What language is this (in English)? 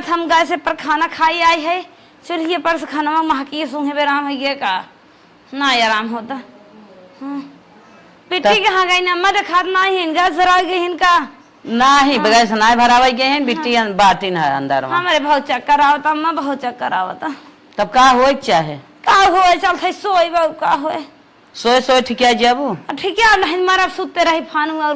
Awadhi